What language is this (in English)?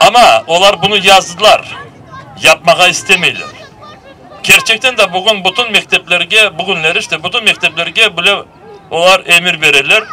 Crimean Tatar